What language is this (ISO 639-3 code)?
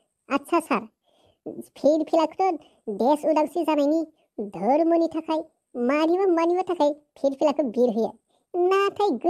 brx